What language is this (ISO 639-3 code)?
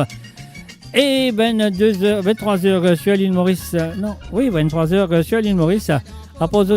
mfe